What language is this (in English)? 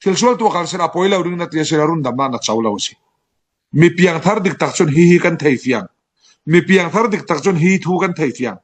Falam Chin